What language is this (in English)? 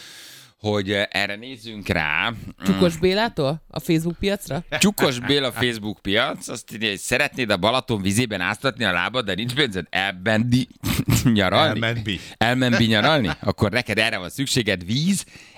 Hungarian